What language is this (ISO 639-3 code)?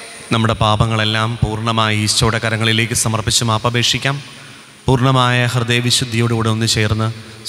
mal